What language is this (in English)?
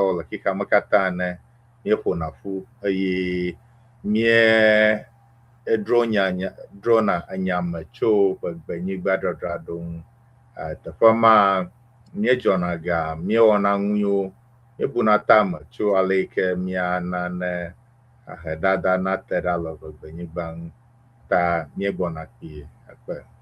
Ewe